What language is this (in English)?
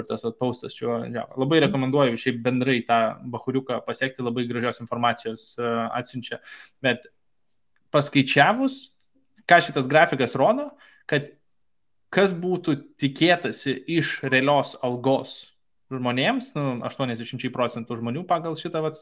Lithuanian